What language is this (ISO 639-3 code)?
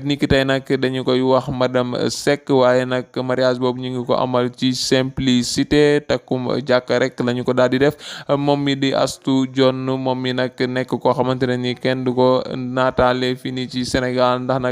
wol